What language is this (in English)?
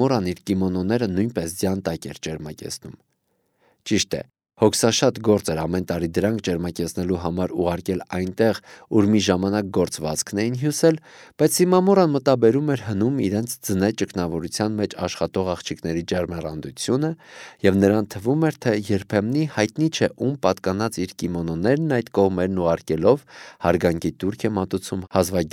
Armenian